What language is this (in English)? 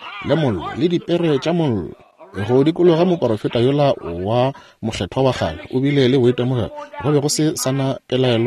Northern Sotho